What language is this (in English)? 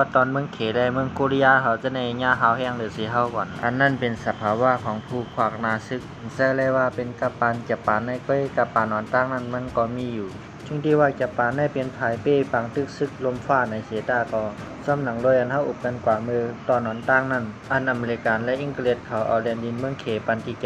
Shan